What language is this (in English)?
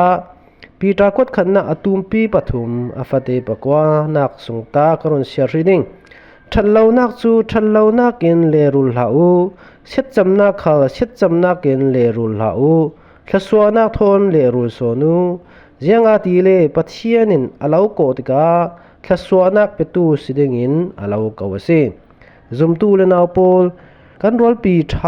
Falam Chin